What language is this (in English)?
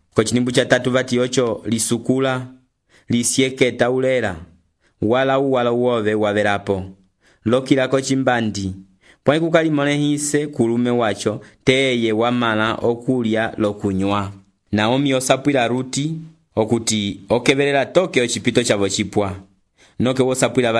Umbundu